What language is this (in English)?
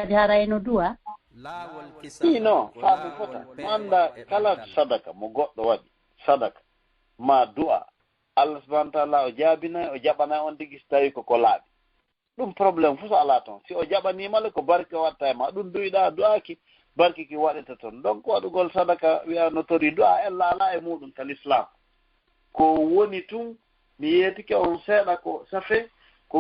Fula